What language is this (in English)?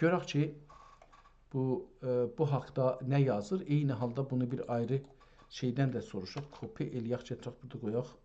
South Azerbaijani